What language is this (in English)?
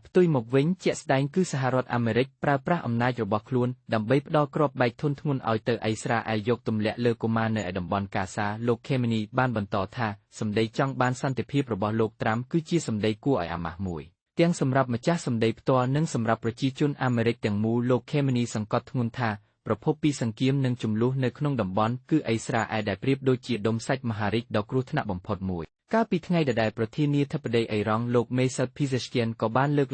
Khmer